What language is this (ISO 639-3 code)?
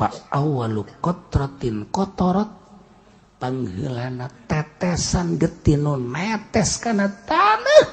sun